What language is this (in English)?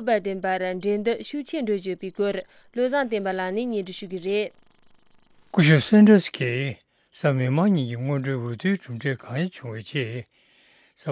Tibetan